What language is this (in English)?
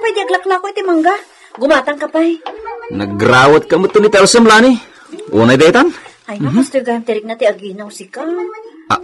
Iloko